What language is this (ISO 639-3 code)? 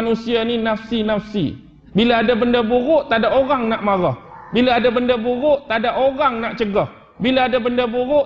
msa